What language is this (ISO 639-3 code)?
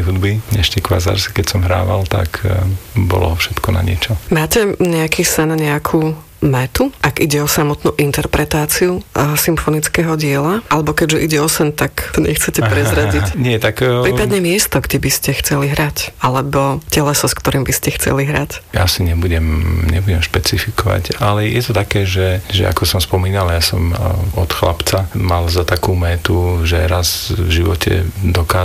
slk